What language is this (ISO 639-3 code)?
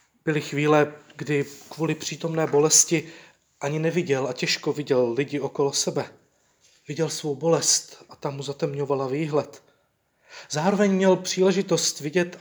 ces